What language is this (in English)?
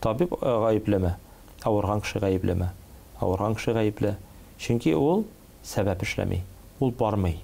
Tatar